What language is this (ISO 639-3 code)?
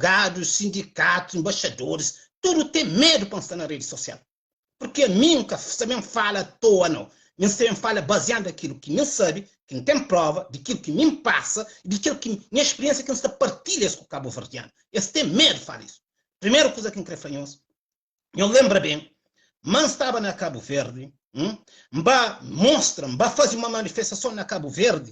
kea